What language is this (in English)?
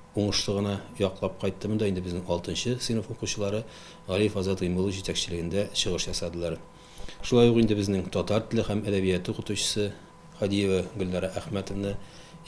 Tatar